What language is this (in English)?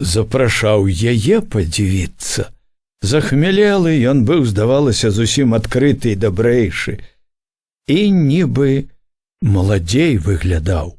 Belarusian